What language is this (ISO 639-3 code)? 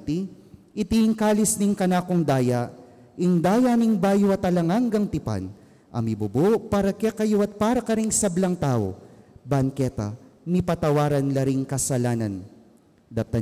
pam